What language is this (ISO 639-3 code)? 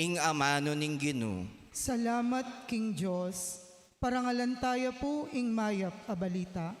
pam